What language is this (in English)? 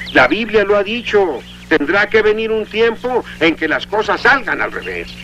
Spanish